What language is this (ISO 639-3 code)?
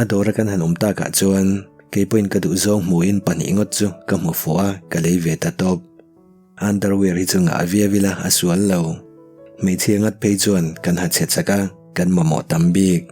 lus